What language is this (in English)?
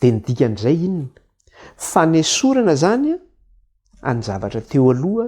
Malagasy